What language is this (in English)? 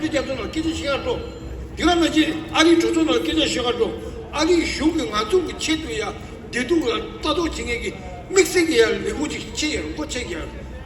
Tibetan